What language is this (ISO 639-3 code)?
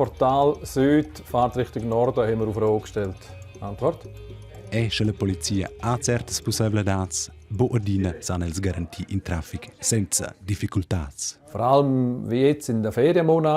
roh